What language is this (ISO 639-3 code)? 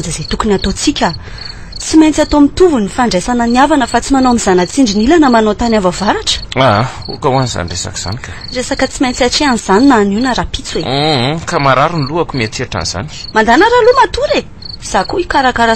mlg